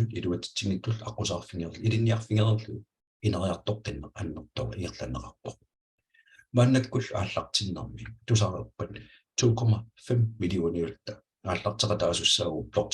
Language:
Kalaallisut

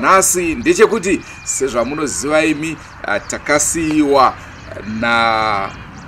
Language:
Shona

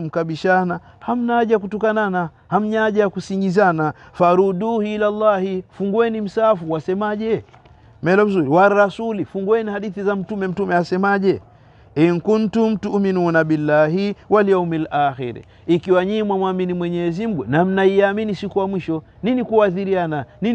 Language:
Swahili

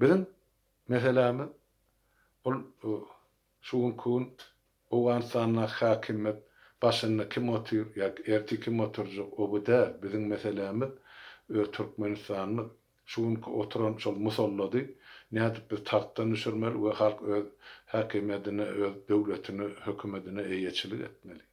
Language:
Turkmen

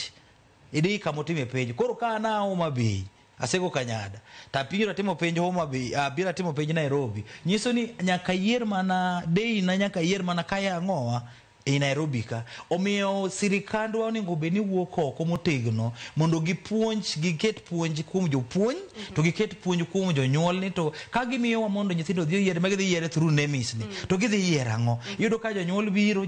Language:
Luo (Kenya and Tanzania)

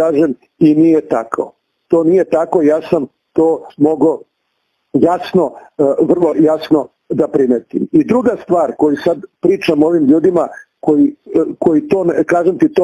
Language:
Serbian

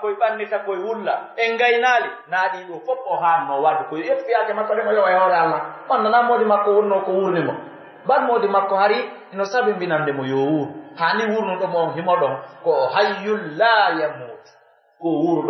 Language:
Pular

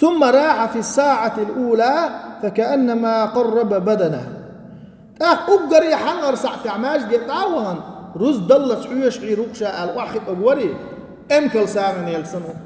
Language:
Chechen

